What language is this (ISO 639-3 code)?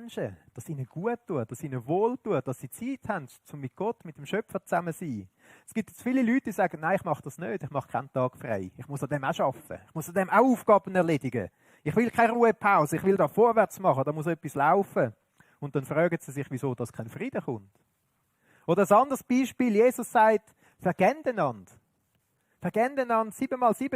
gsw